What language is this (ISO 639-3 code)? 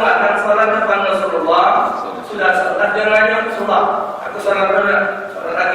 mui